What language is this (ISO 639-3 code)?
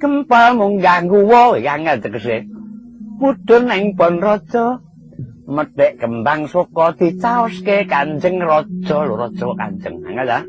jav